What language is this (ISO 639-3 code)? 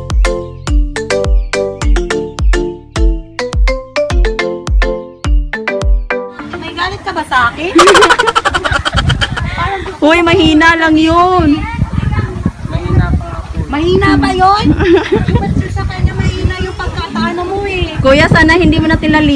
fil